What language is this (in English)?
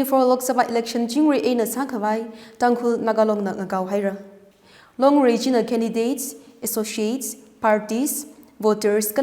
Tangkhul Naga (India)